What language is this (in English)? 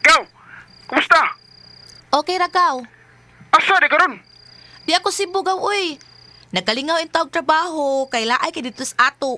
Cebuano